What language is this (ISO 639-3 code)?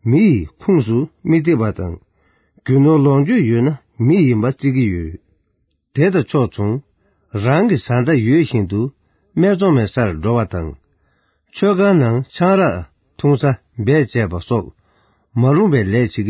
bod